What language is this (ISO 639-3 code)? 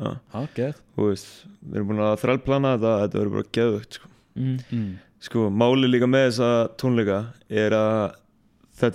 isl